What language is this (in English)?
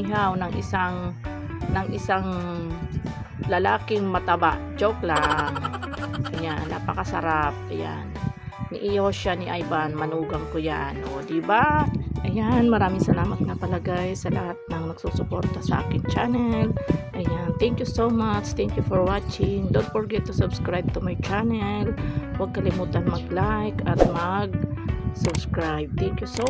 Filipino